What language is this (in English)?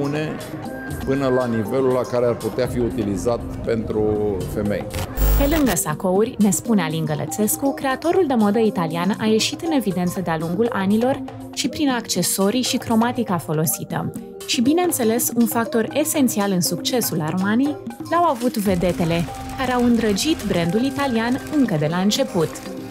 Romanian